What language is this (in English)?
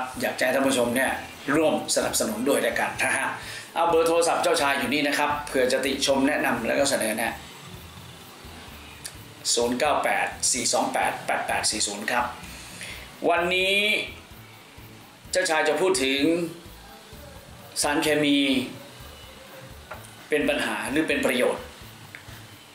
Thai